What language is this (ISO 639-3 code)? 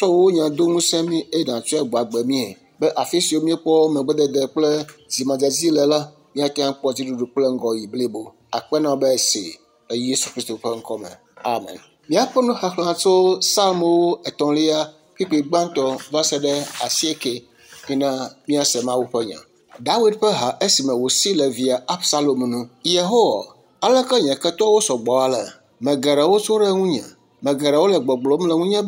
ewe